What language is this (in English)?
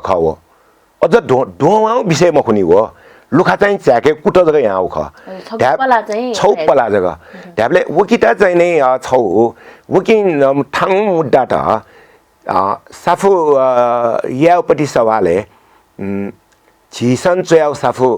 Newari